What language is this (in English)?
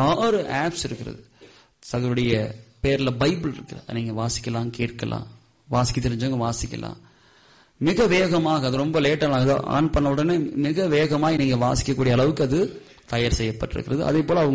Tamil